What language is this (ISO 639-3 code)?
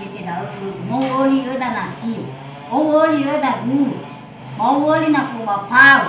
nia